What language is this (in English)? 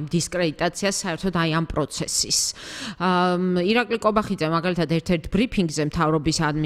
Georgian